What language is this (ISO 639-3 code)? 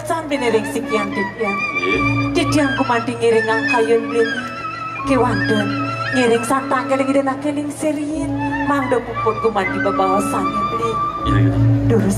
ban